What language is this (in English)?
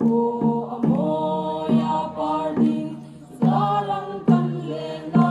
Hmar